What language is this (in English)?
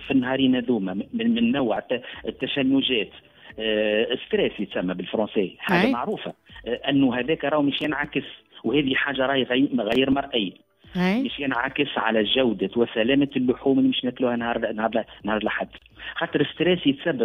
Tunisian Arabic